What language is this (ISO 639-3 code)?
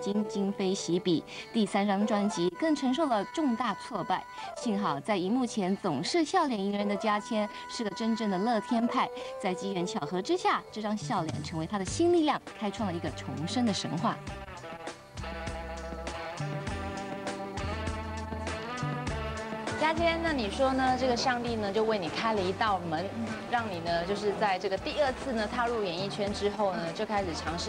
zho